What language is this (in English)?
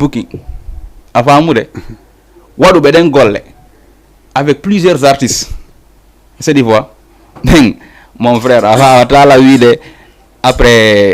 Fula